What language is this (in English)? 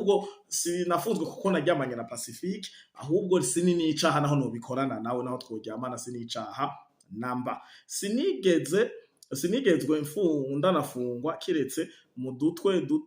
Rundi